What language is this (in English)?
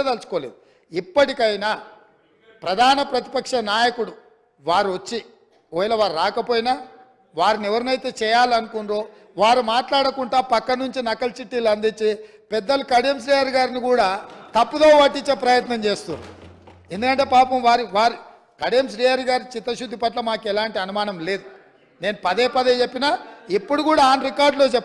Telugu